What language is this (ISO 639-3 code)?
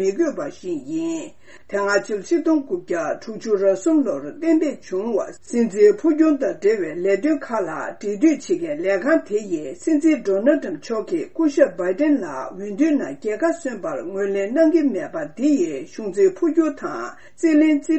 bod